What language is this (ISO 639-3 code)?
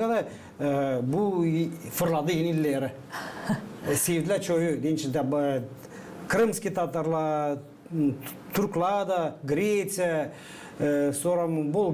gag